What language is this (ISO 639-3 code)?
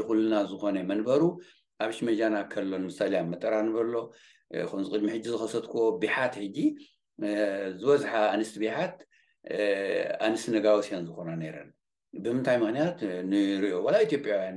tir